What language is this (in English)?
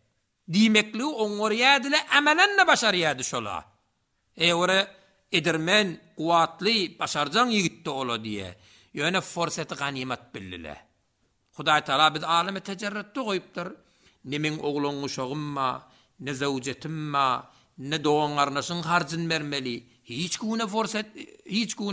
Turkmen